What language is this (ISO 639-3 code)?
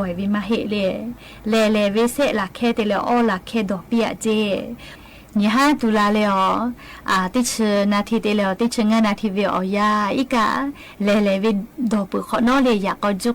lhu